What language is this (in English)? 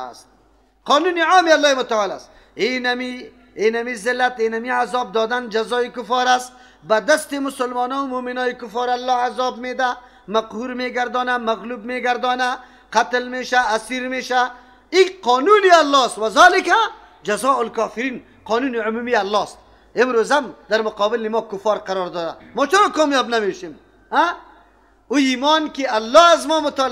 Persian